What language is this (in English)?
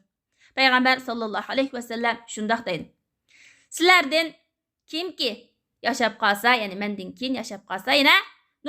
Uyghur